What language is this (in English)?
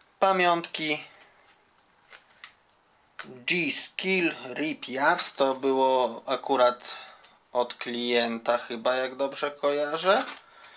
Polish